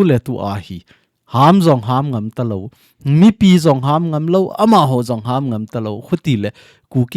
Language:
Thado Chin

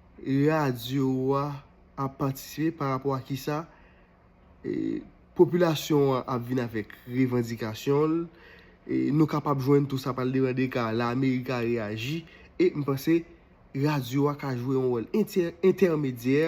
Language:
Haitian Creole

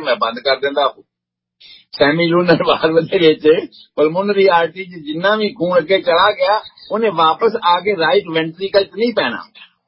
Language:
Punjabi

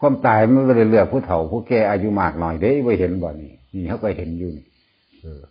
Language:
Northeastern Thai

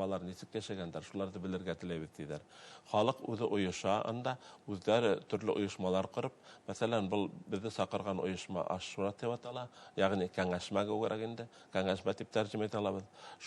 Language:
Bashkir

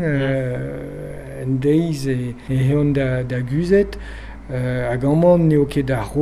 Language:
Breton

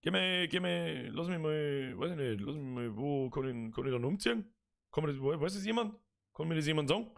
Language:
Bavarian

